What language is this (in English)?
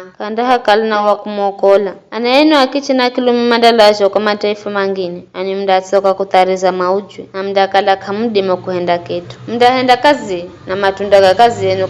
Giryama